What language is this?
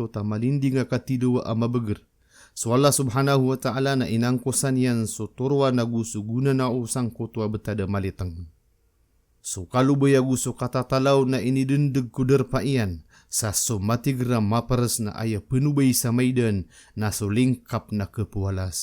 Maranao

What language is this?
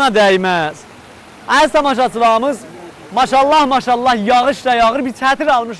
South Azerbaijani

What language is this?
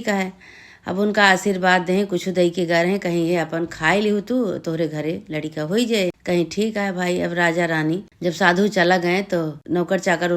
Awadhi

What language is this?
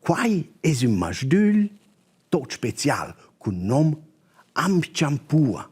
Romansh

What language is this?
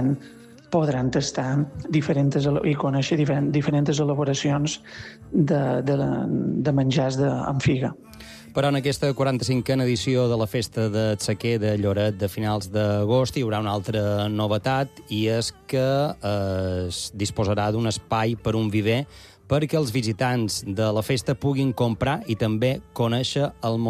Catalan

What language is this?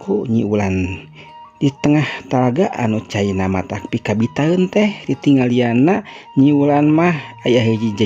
Sundanese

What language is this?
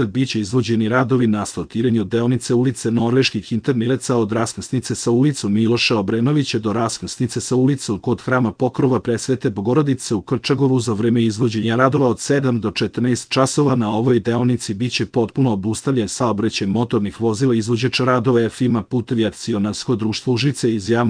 Serbian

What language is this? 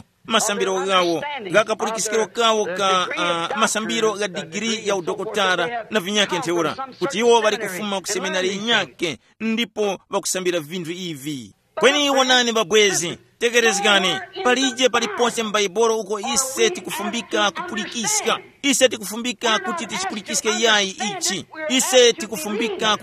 Tumbuka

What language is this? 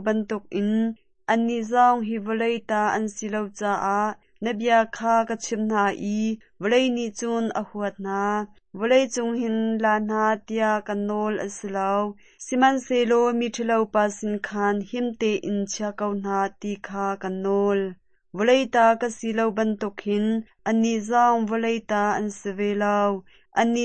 Hakha Chin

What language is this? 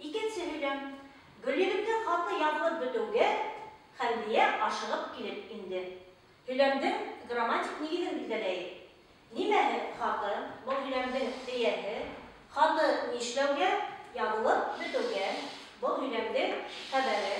Bashkir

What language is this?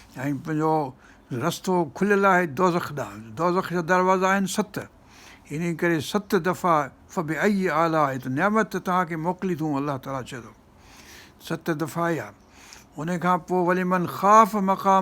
Sindhi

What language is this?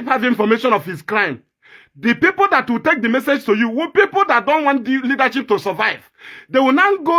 Igbo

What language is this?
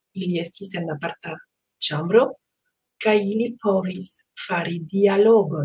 Esperanto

